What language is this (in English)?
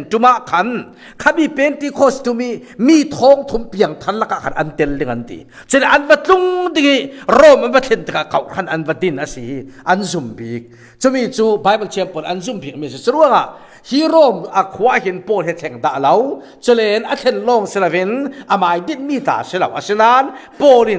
Falam Chin